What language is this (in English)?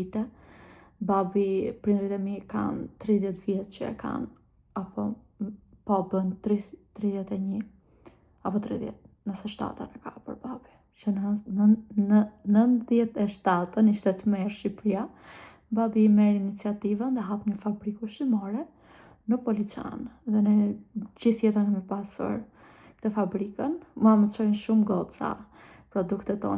Albanian